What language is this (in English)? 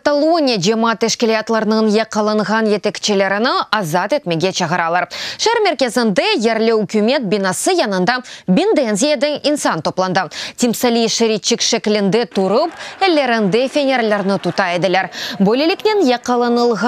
Crimean Tatar